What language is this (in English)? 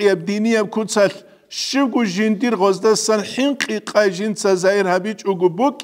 Avaric